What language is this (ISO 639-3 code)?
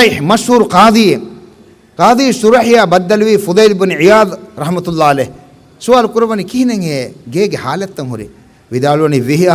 div